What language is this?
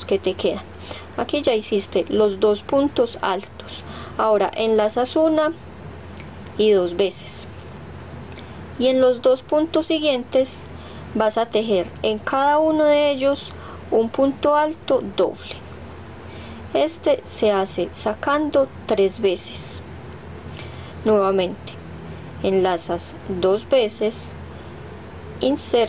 Spanish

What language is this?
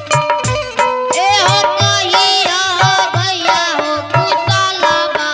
Angika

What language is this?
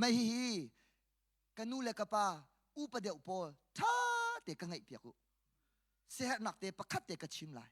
Hakha Chin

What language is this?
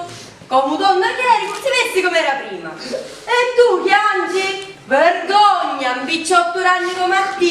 Sicilian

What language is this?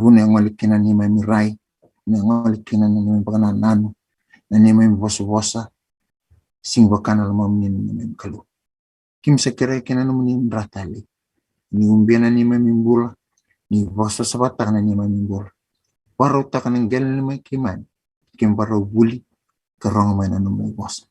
Fijian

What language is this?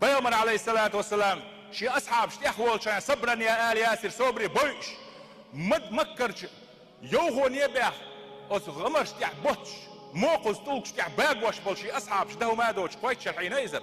Chechen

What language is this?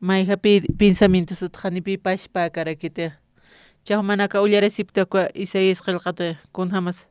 Aymara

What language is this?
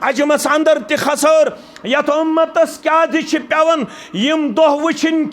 Kashmiri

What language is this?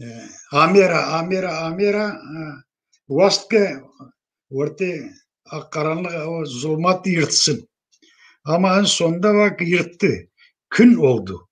Zaza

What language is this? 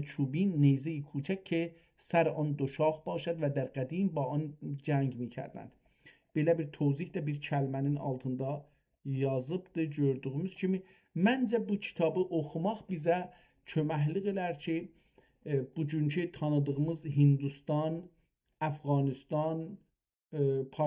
South Azerbaijani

